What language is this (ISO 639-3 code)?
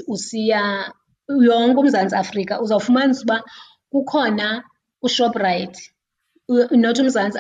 xho